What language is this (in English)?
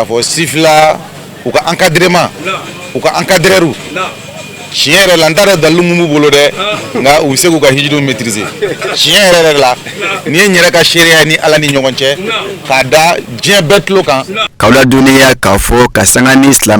Bambara